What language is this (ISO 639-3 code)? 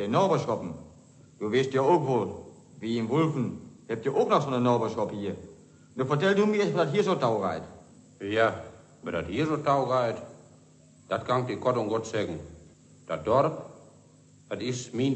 wep